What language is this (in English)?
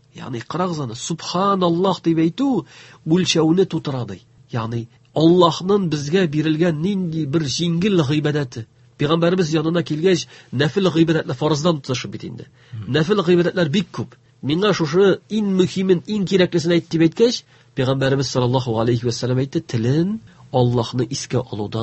Tatar